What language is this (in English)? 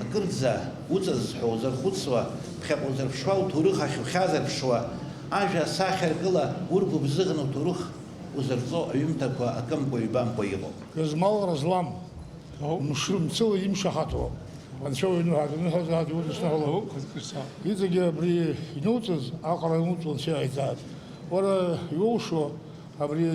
Abkhazian